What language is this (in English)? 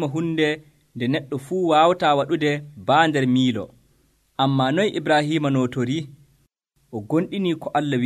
Nigerian Fulfulde